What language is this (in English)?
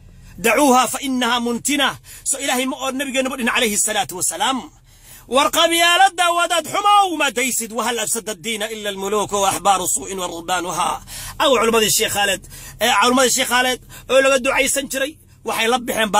Somali